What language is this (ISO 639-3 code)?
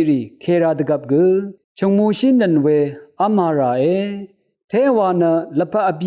raw